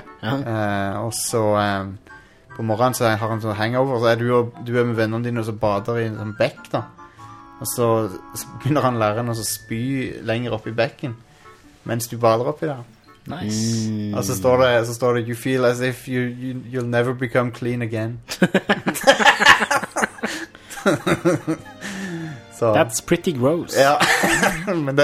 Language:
Norwegian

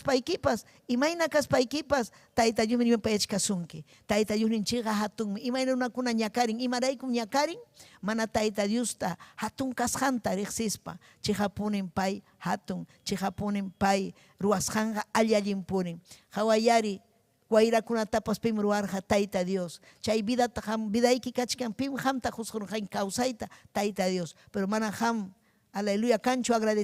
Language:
Ayacucho Quechua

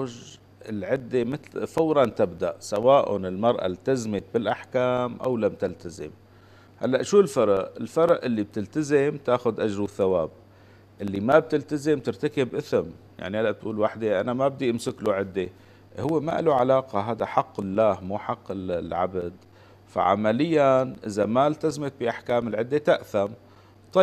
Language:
North Levantine Arabic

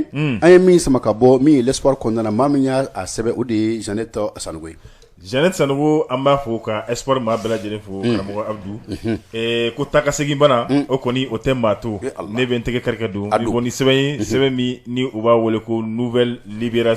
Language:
Bambara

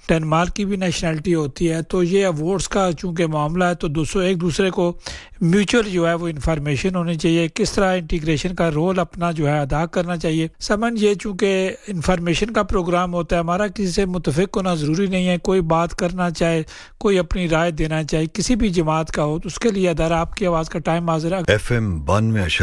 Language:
Urdu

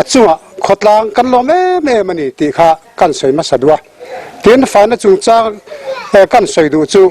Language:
Mizo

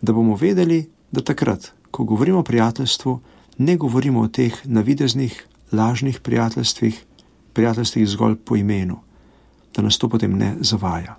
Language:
Slovenian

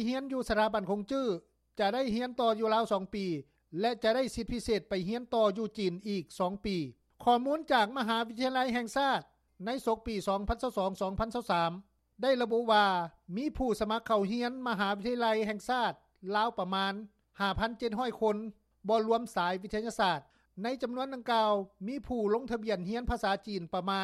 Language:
Lao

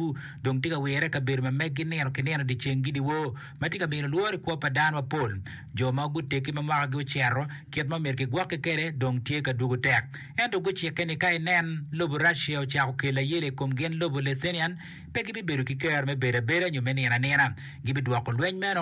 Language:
Acoli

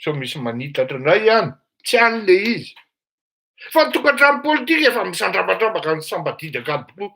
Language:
Malagasy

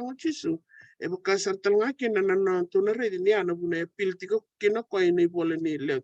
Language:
Fijian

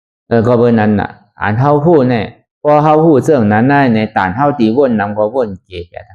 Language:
Shan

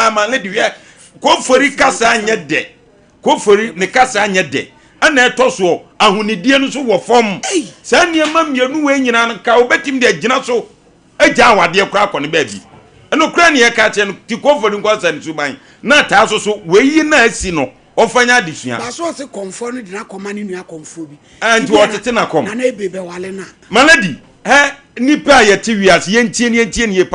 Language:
Akan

